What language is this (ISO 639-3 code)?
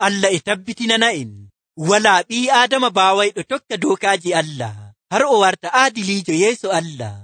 fuv